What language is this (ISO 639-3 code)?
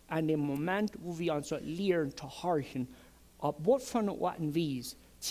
pdt